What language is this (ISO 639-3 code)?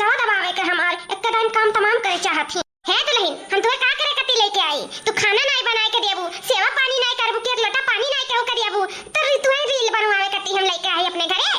awa